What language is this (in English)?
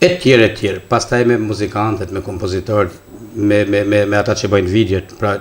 Albanian